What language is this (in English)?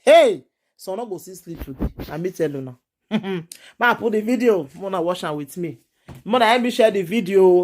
Nigerian Pidgin